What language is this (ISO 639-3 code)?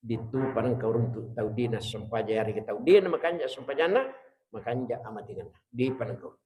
bug